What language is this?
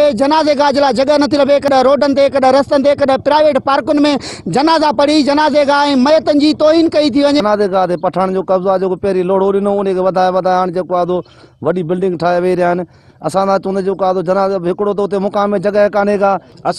Sindhi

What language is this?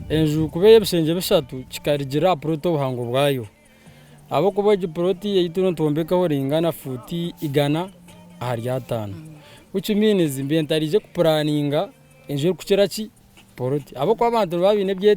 Nyankole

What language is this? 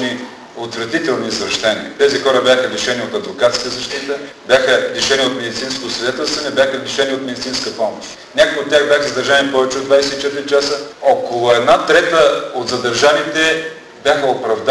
Bulgarian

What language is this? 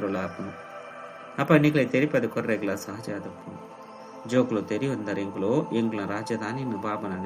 Tulu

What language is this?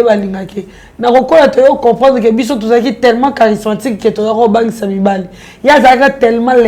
Lingala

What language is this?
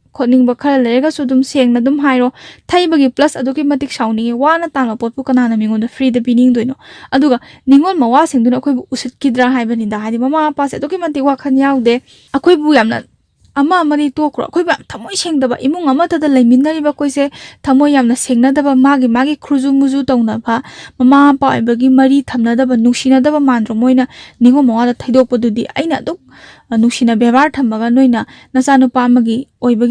Manipuri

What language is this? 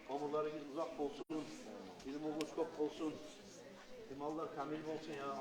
Kumyk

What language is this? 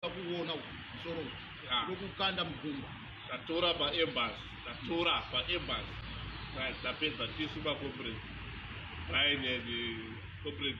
Shona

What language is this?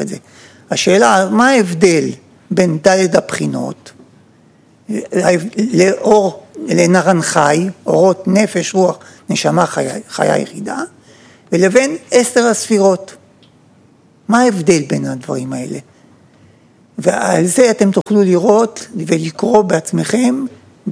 Hebrew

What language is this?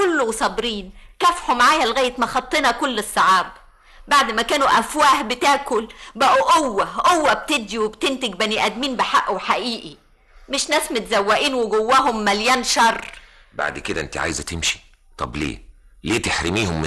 Egyptian Arabic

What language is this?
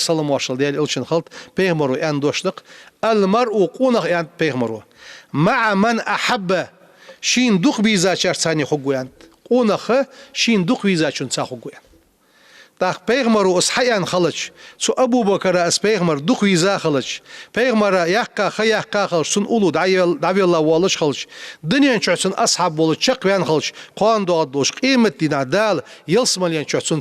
Ingush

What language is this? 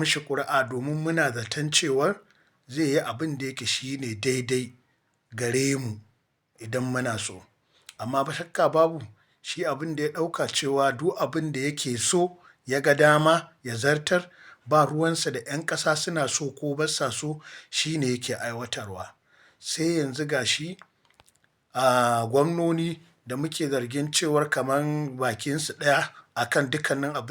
Hausa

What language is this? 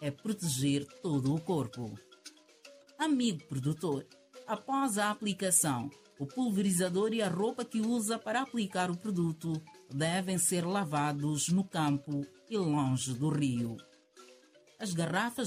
Portuguese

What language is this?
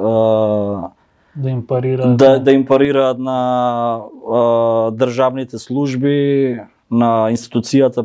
Macedonian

